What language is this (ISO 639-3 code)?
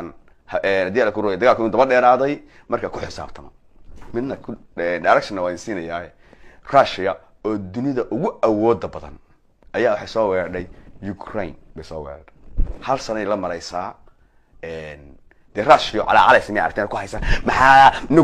som